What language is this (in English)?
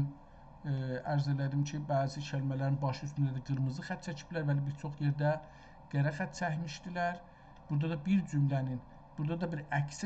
South Azerbaijani